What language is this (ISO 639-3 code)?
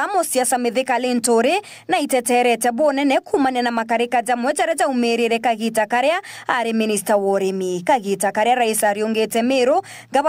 mer